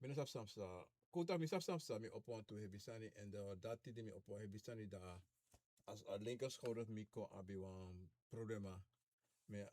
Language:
Sranan Tongo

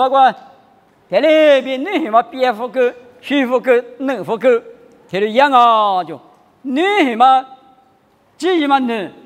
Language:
Lisu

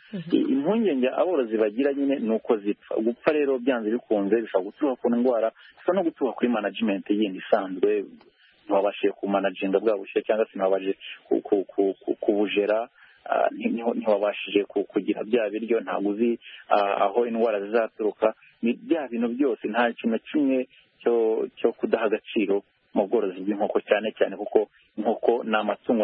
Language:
Kinyarwanda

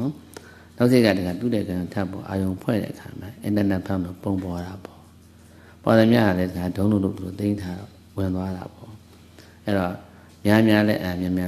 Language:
Burmese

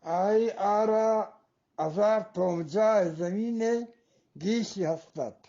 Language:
Eastern Balochi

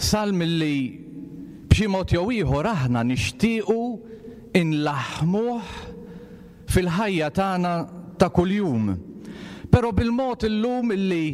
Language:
Maltese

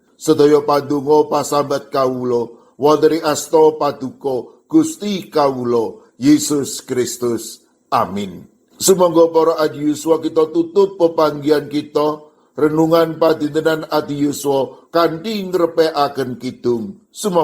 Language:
Javanese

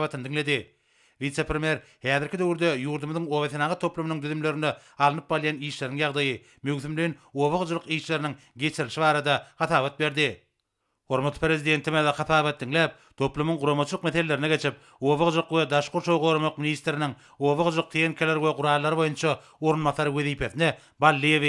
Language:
Turkmen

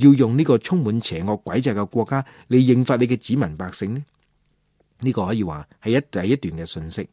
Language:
Cantonese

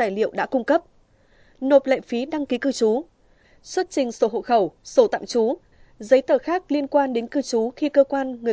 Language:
Vietnamese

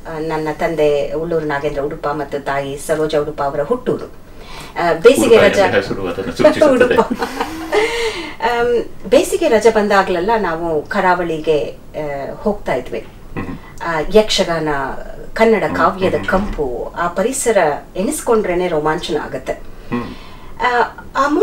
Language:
Kannada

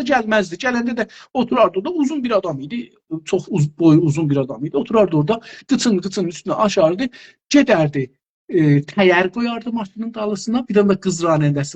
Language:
South Azerbaijani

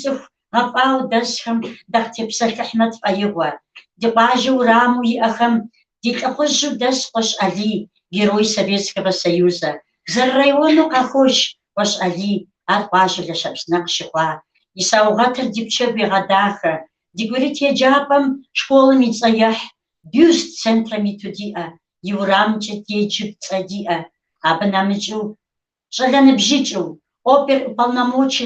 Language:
Kabardian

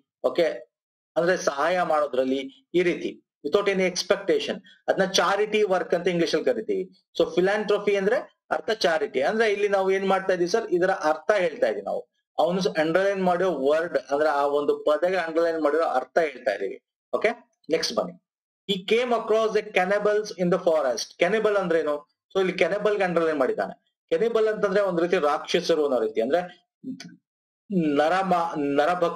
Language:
Kannada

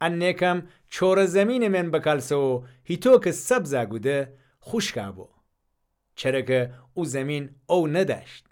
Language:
Gilaki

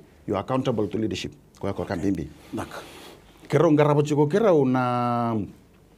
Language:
Fijian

